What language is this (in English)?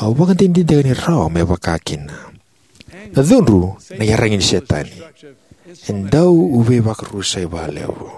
Fijian